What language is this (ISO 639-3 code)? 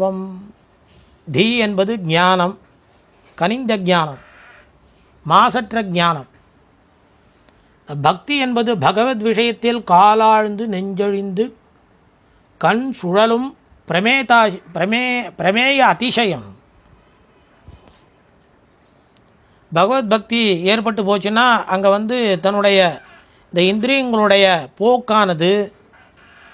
tam